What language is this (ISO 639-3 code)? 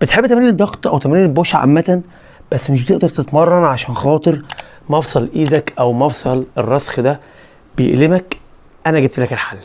arz